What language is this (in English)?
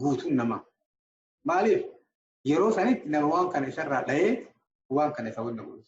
Oromo